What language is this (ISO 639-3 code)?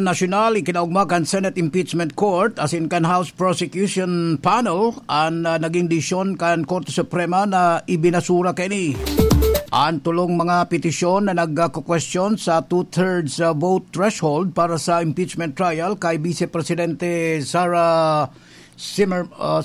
bik